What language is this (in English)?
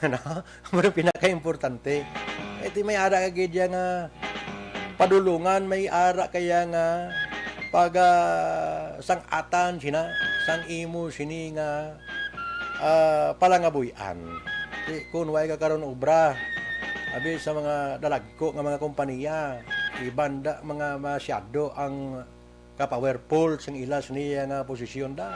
Hiligaynon